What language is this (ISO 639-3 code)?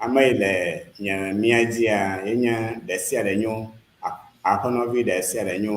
ewe